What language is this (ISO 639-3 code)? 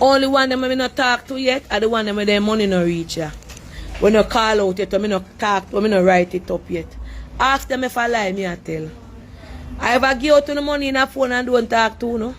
jam